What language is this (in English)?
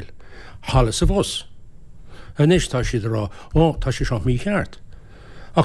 Irish